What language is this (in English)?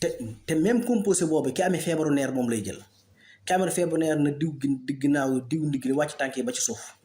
Wolof